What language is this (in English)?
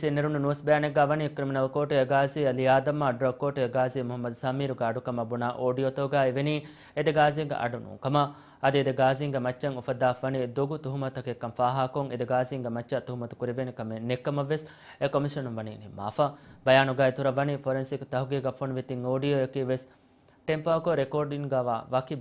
Divehi